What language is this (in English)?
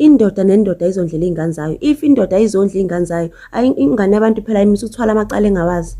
Zulu